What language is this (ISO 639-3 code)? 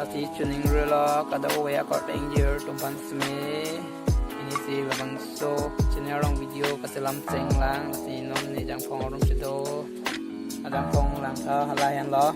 mjw